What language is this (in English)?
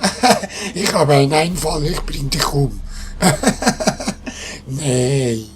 Swiss German